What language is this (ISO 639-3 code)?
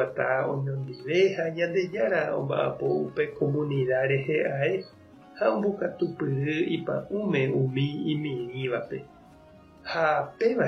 grn